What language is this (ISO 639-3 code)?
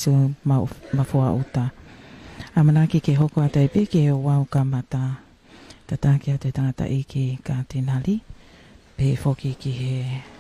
ton